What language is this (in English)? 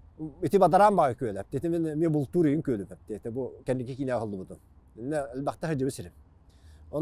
Yakut